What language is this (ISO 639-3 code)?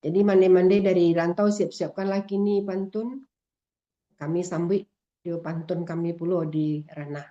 min